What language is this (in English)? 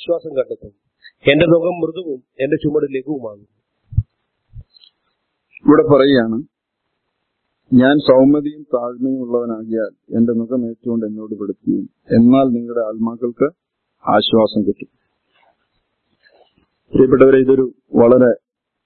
Malayalam